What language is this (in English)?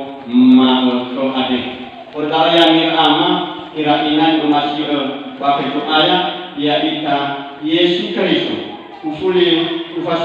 Nias